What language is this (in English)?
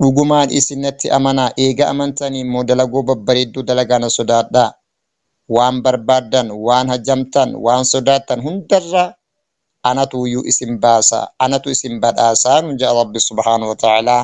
Oromo